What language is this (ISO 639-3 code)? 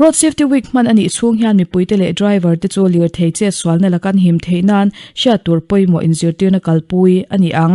lus